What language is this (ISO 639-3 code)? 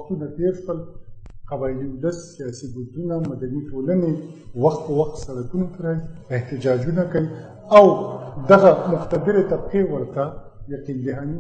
pus